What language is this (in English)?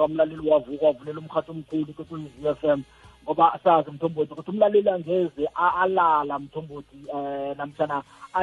South Ndebele